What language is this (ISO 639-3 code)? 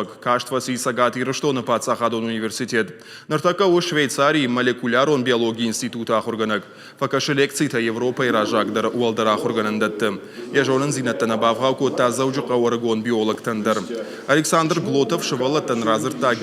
oss